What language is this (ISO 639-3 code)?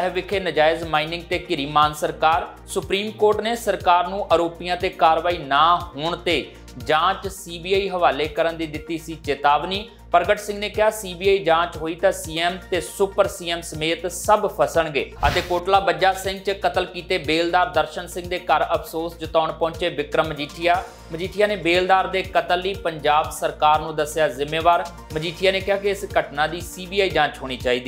pan